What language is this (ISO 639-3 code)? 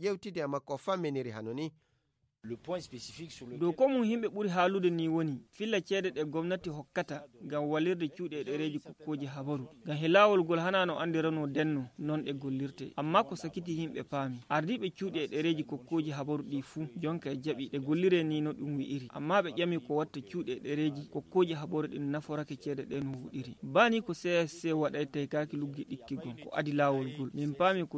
ful